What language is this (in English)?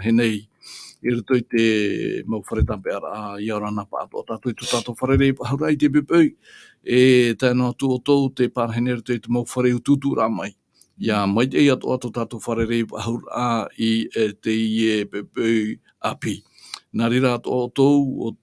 Tahitian